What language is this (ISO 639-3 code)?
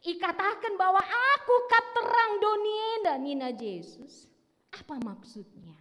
btx